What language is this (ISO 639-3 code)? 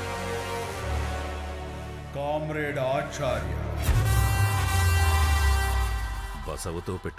tel